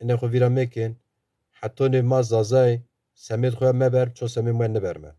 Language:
Zaza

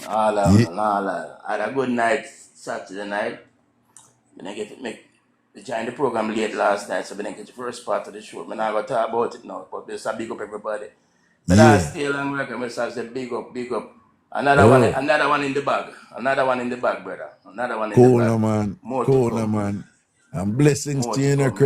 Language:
Jamaican Creole English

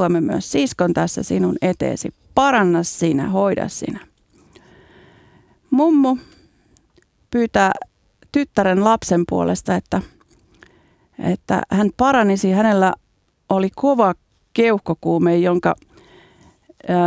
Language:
Finnish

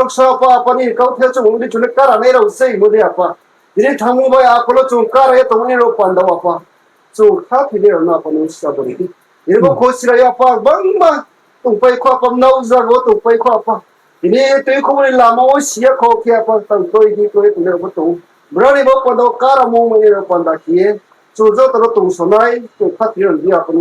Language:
Riang (India)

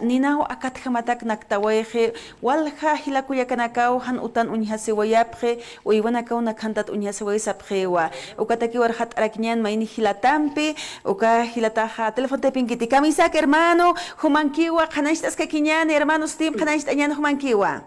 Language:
Aymara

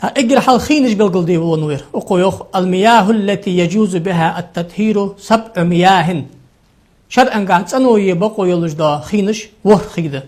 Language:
Ingush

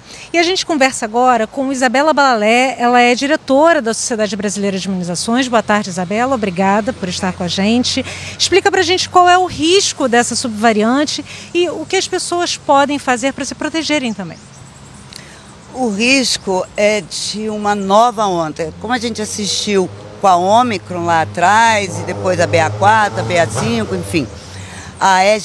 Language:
Portuguese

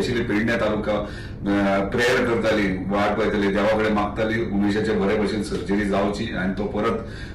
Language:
Konkani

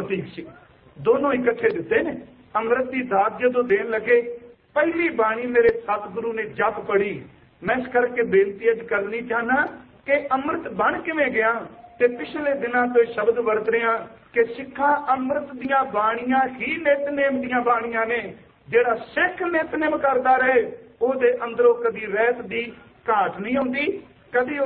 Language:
Punjabi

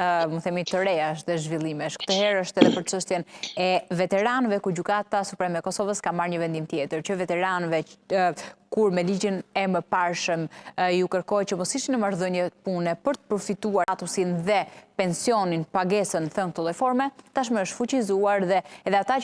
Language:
Albanian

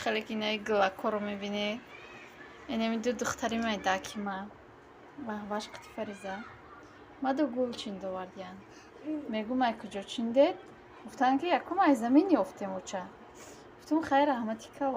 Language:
Tajik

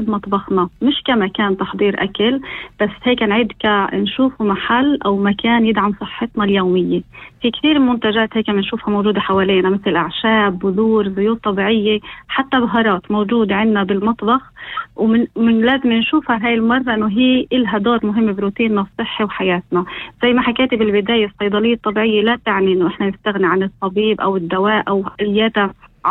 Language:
North Levantine Arabic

